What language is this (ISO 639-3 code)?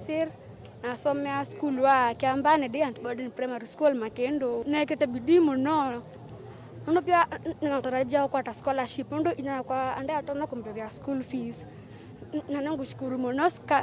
kam